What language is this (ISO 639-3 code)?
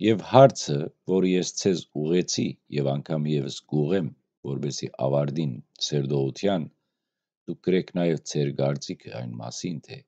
hyw